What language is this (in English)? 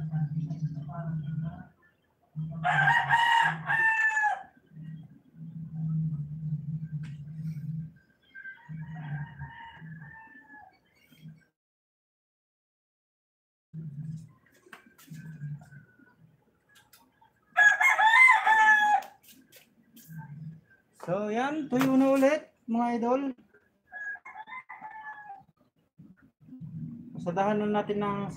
Filipino